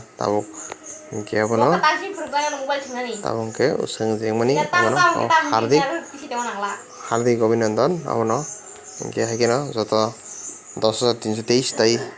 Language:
Kok Borok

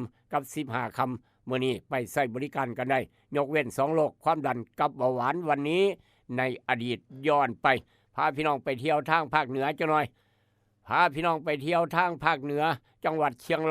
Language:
Lao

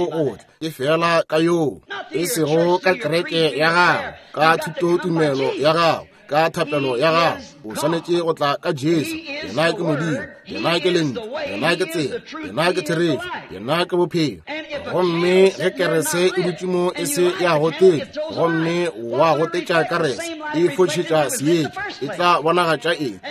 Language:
Northern Sotho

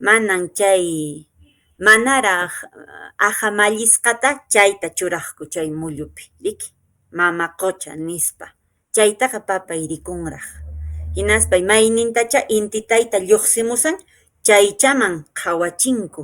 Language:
Quechua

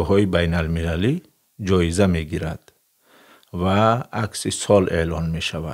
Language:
Tajik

